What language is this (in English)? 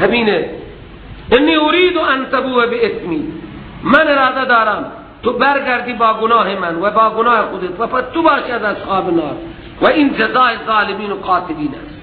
Persian